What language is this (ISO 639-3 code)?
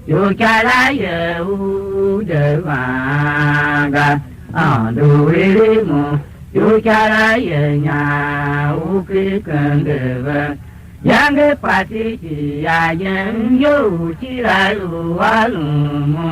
tiv